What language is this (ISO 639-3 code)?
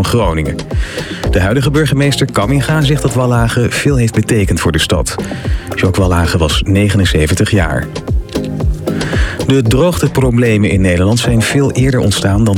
nld